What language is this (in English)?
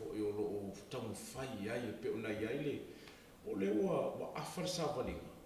Samoan